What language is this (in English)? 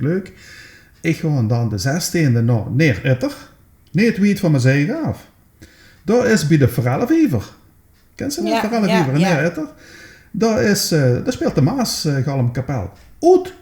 Limburgish